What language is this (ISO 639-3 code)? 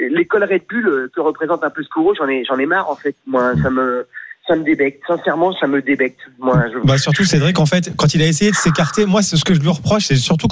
fra